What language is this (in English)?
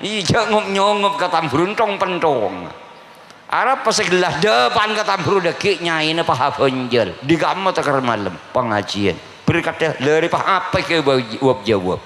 Madurese